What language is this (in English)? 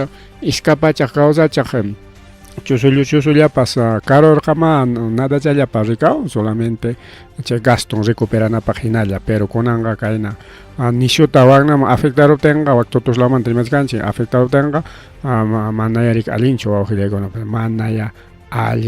Ayacucho Quechua